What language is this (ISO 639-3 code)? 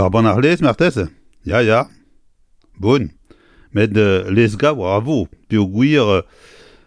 bre